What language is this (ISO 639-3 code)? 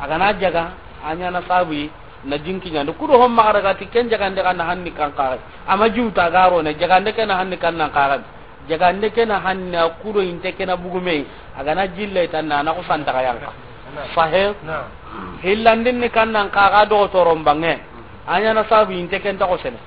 snk